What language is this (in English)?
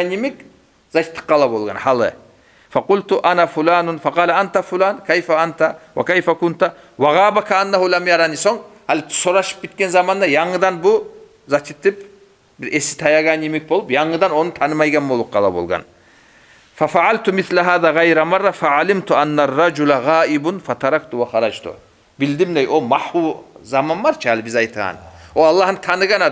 Kumyk